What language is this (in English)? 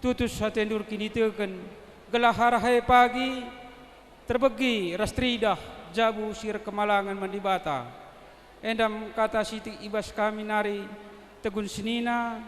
Batak Karo